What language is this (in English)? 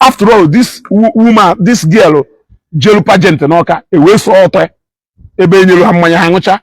Igbo